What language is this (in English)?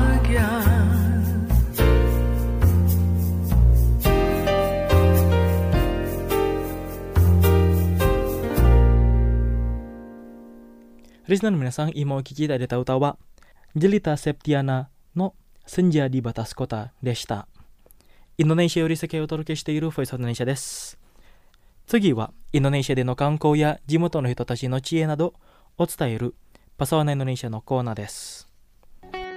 Japanese